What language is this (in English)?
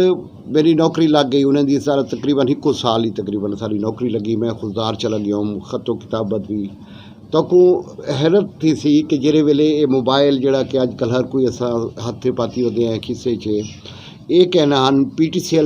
Saraiki